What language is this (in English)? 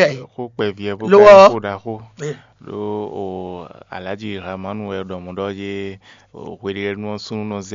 Fon